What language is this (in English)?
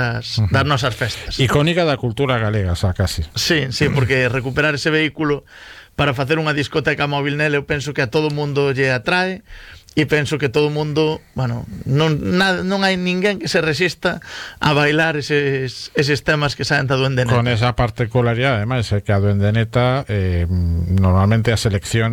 Galician